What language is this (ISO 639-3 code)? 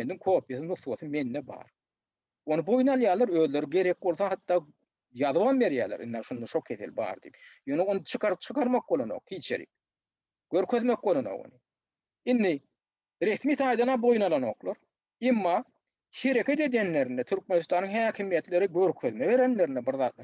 tuk